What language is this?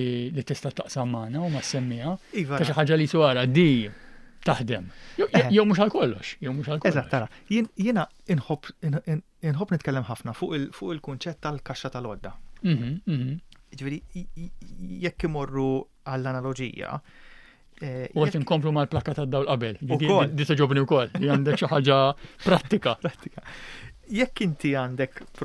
Maltese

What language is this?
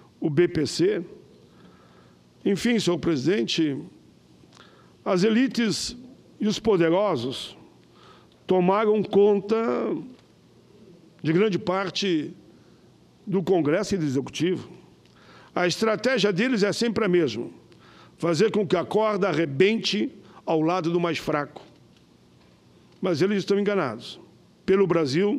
Portuguese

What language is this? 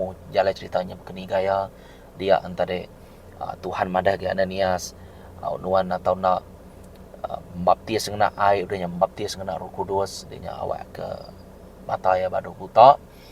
Iban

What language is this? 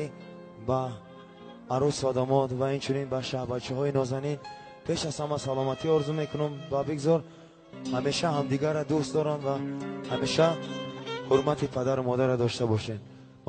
Tajik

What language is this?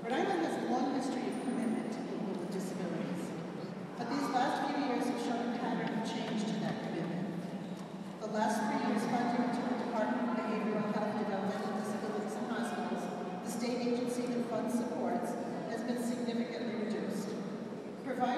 English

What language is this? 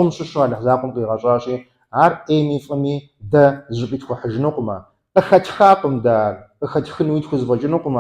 Kabardian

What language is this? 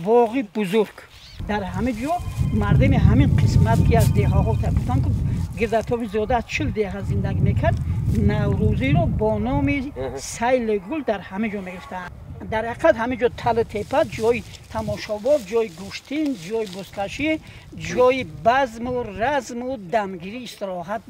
Tajik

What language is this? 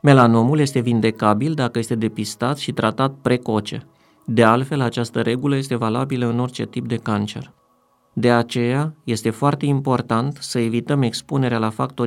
Romanian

